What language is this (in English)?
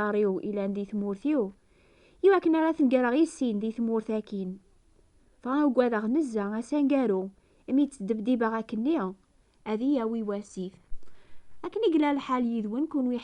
Kabyle